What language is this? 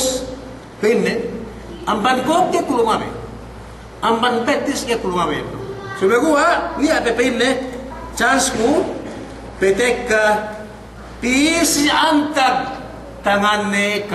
Yakan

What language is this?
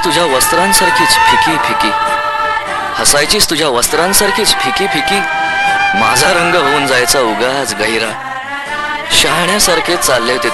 Marathi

